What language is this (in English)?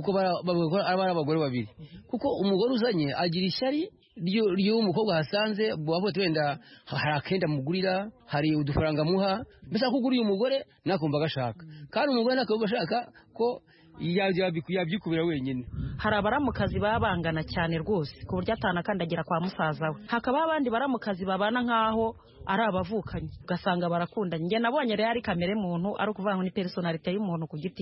Kinyarwanda